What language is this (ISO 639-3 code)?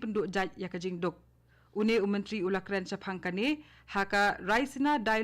kha